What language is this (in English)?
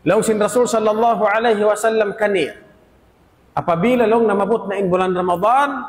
Tausug